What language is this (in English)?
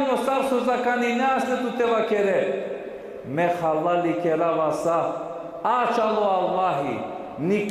Balkan Romani